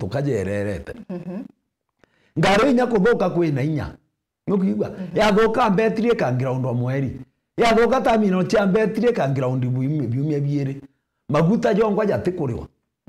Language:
Meru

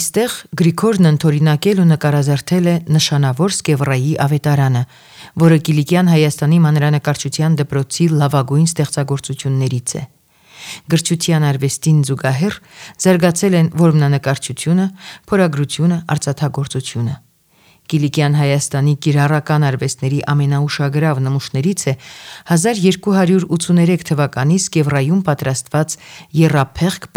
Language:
Armenian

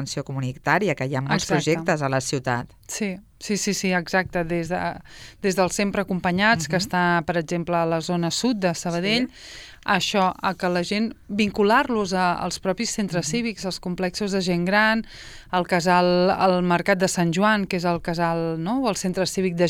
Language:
Catalan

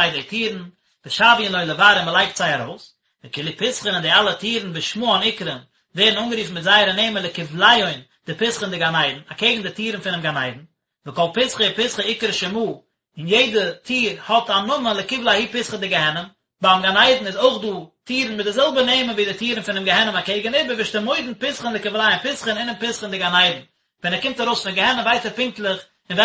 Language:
Yiddish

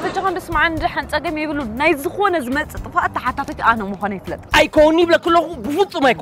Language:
Tigrinya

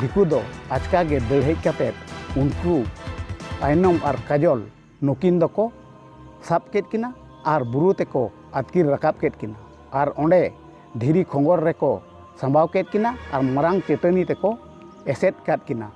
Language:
Santali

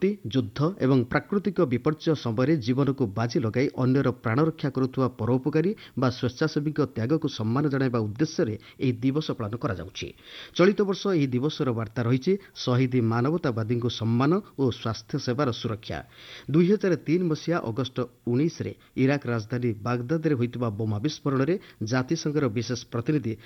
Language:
Odia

